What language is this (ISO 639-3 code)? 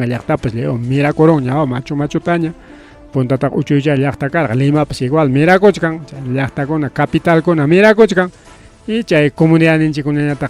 quy